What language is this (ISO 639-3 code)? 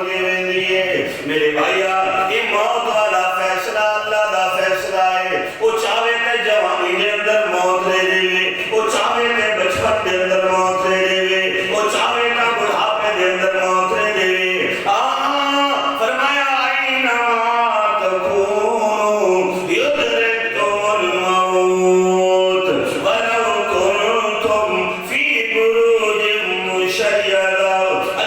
skr